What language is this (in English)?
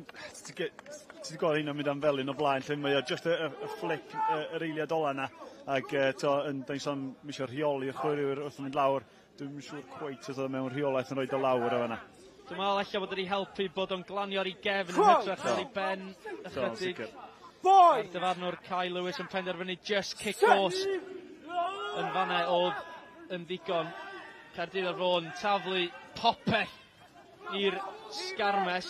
Welsh